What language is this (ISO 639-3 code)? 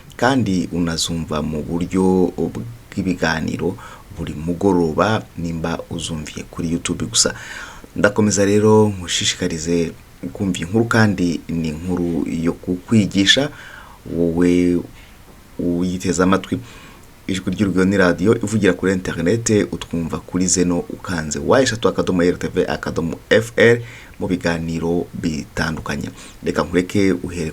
kin